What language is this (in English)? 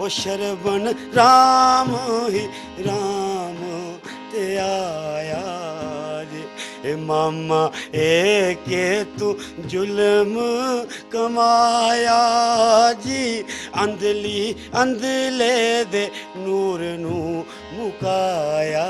Dogri